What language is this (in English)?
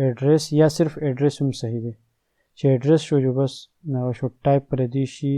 Pashto